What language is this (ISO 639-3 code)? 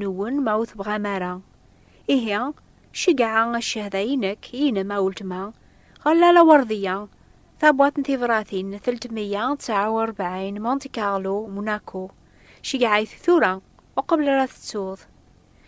kab